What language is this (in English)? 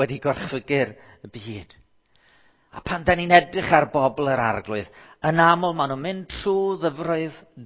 Welsh